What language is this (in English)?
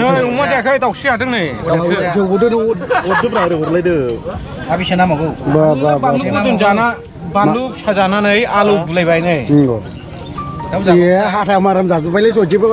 Bodo